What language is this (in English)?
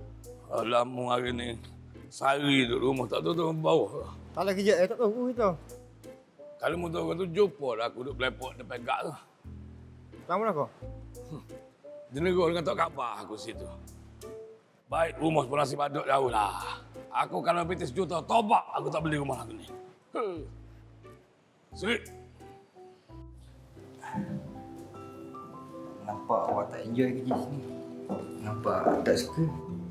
Malay